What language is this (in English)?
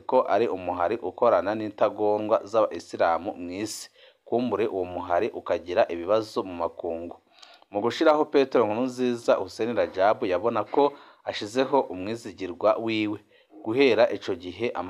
Rundi